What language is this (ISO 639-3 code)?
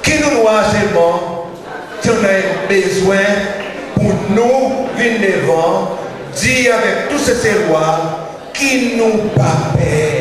crs